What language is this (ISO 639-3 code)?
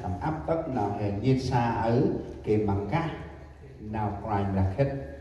cmo